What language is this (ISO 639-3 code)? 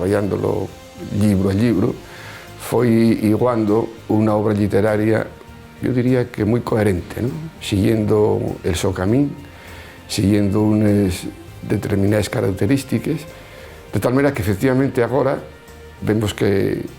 ast